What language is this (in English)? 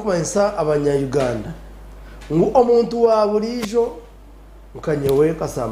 Nyankole